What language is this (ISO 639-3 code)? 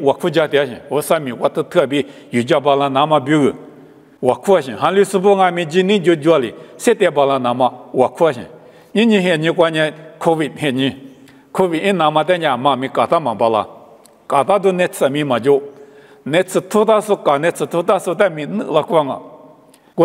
lis